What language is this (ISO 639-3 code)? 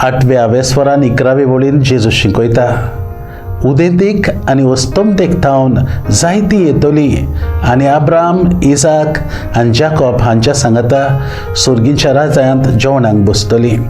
kok